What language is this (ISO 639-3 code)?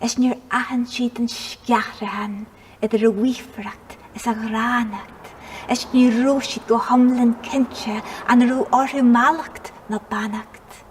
gle